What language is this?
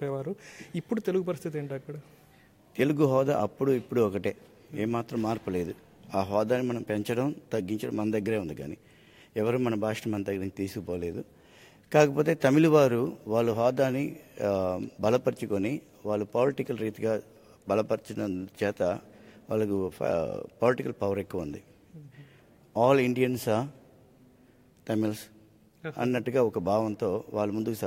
Telugu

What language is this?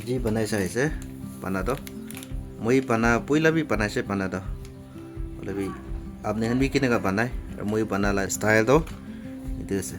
Naga Pidgin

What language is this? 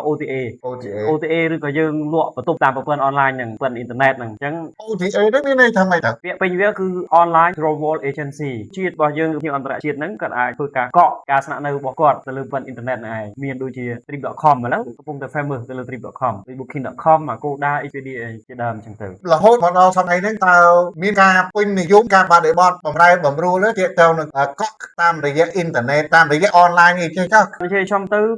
Khmer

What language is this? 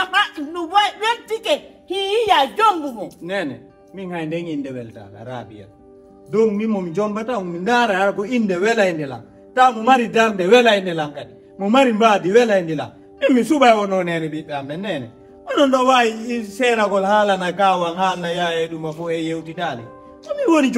Fula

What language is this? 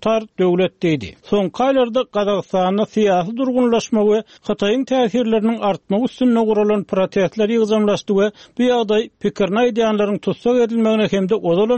Turkmen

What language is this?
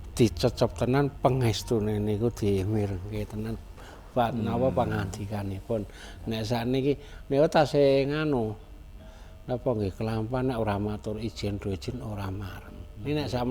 Javanese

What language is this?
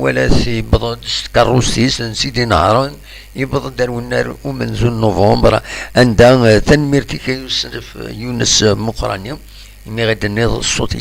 Kabyle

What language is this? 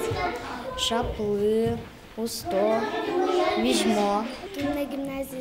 Udmurt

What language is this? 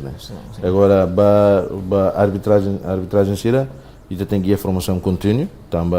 Tetum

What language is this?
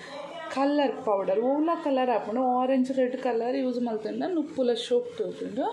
Tulu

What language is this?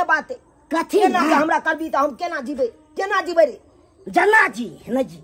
Maithili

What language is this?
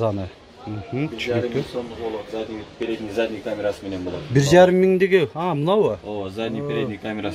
Kyrgyz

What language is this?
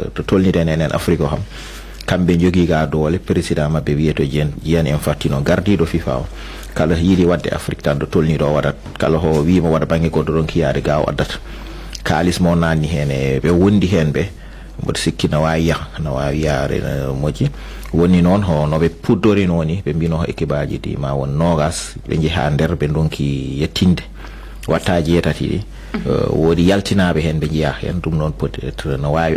Fula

